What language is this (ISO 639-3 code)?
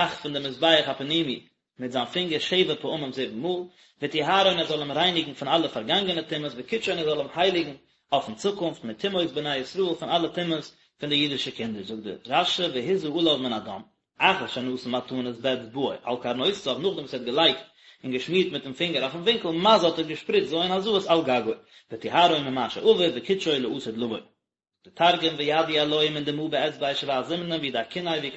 yid